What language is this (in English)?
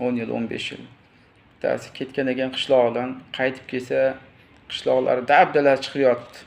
Uzbek